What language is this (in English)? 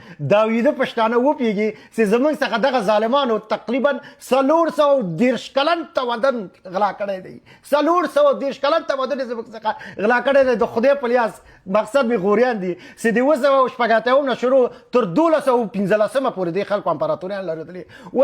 Pashto